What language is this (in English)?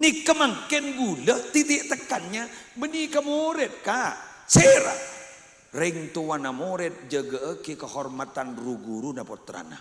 Madurese